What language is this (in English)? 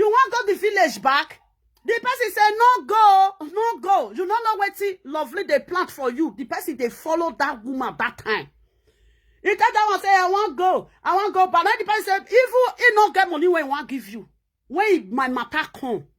Nigerian Pidgin